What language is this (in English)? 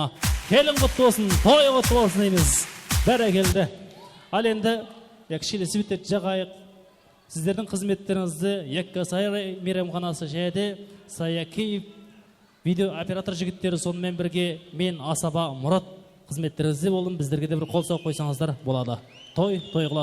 Kara-Kalpak